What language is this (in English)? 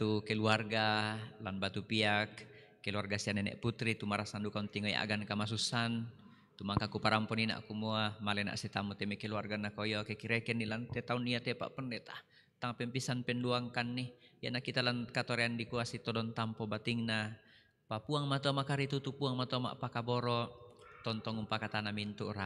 Toraja-Sa'dan